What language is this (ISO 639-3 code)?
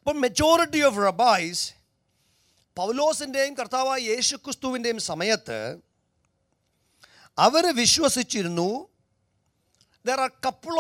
mal